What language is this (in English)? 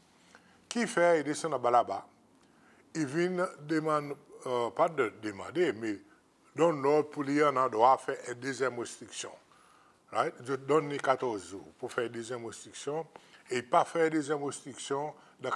Seselwa Creole French